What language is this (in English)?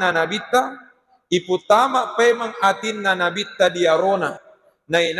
Buginese